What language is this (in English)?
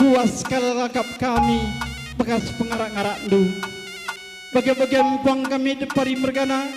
Batak Karo